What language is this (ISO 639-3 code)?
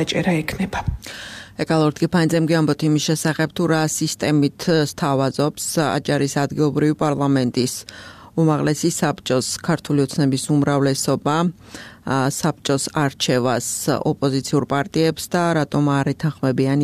kat